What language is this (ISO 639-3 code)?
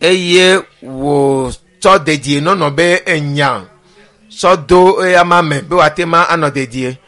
ewe